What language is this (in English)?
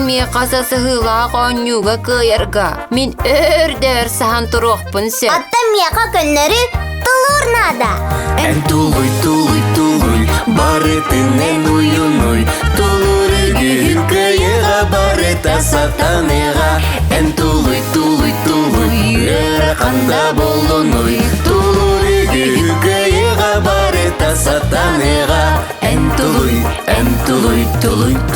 Yakut